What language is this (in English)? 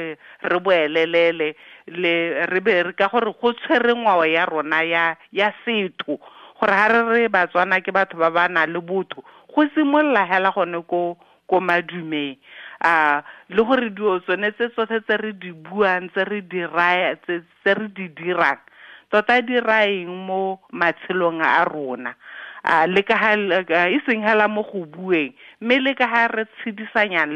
Tswana